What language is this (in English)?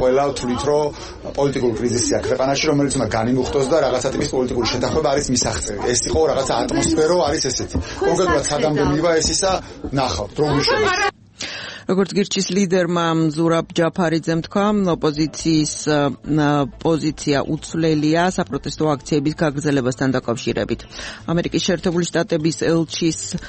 Georgian